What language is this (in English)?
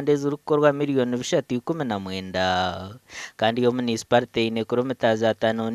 Nyankole